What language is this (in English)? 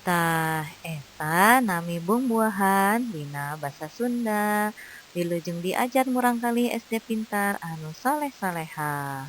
Sundanese